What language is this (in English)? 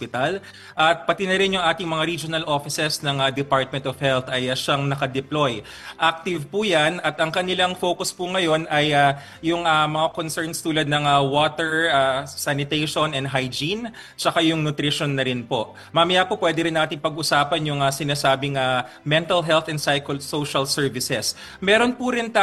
Filipino